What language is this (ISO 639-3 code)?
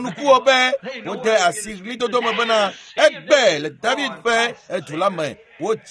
ewe